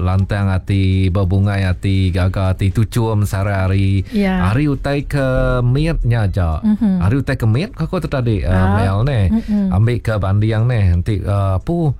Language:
Iban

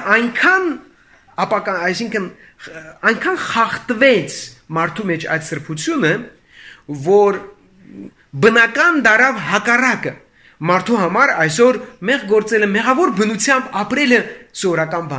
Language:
Armenian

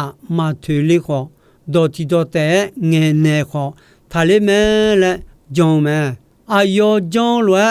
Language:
Akha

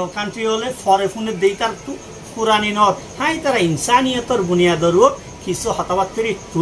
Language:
Rohingya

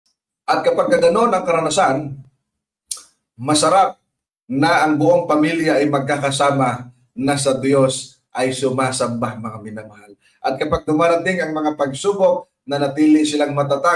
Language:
Filipino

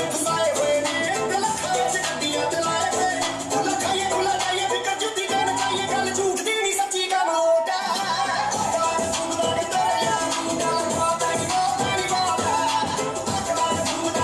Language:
Punjabi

